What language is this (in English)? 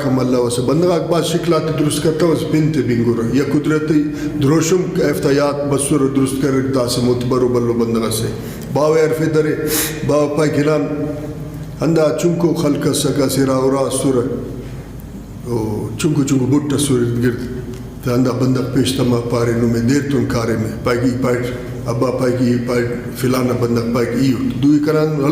Brahui